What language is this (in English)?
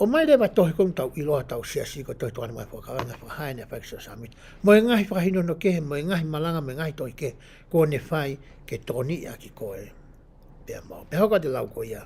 Tongan